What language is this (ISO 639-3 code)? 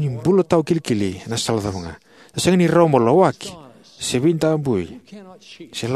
fij